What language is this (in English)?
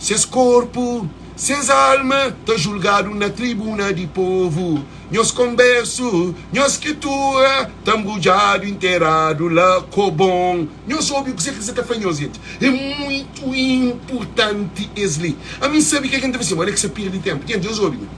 Kabuverdianu